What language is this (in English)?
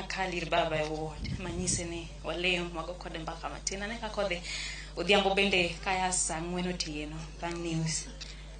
Luo (Kenya and Tanzania)